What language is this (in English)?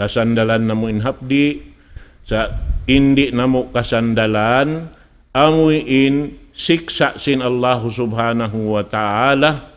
Tausug